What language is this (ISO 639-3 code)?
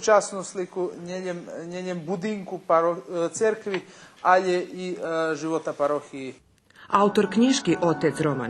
rue